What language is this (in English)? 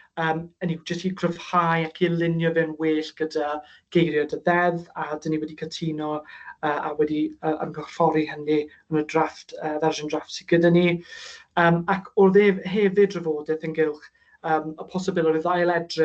Welsh